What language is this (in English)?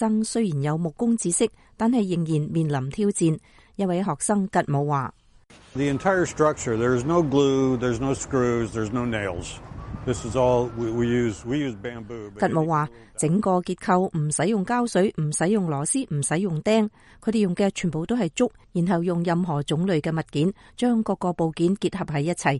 Cantonese